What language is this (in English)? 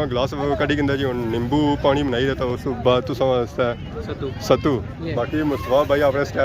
Pahari-Potwari